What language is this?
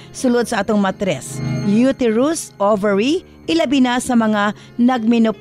Cebuano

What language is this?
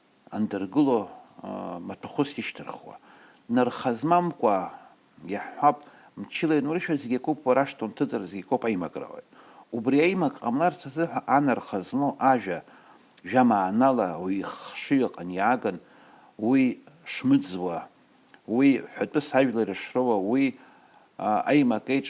Abkhazian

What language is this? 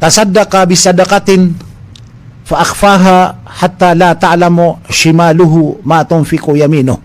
Maranao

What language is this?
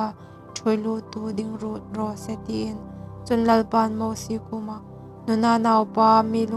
Hmar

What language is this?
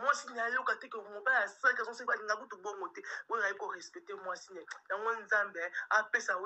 Lingala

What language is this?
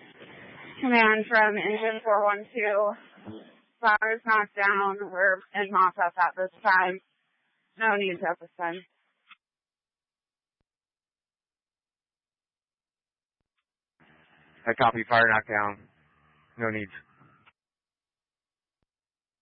English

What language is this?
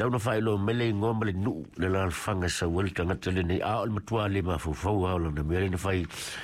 Samoan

